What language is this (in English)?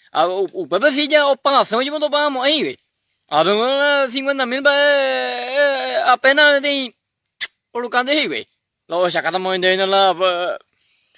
Guarani